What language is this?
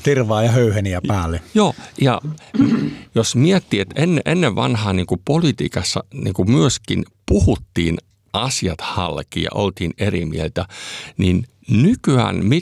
Finnish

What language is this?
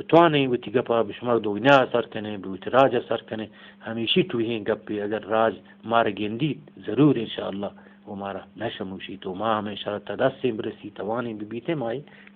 Eastern Balochi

